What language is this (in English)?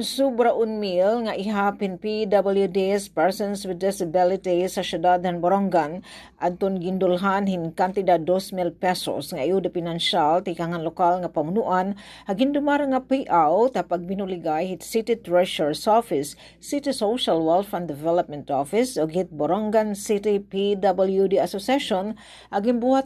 Waray